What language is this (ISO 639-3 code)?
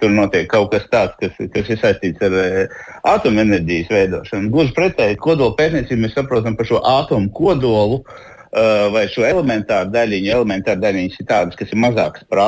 lav